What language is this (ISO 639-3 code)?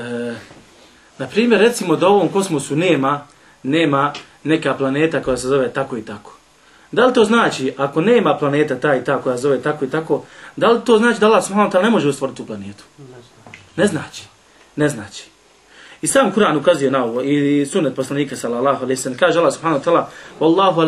bos